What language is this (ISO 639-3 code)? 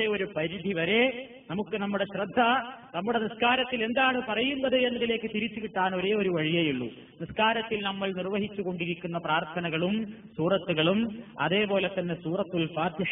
mal